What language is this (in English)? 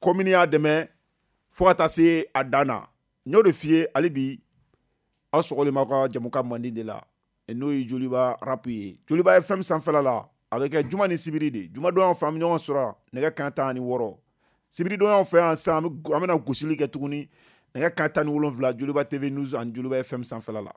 Bambara